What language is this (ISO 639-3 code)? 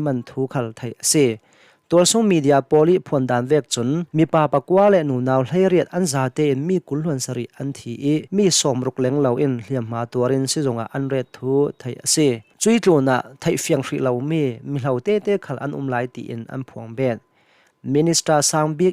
cnh